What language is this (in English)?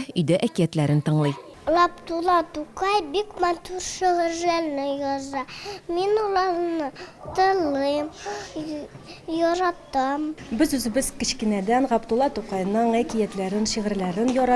Tatar